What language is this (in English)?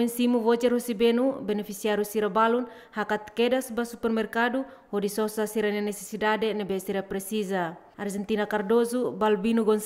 Tetum